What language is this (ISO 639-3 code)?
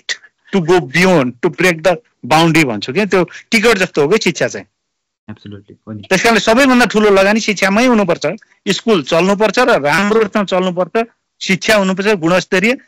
nep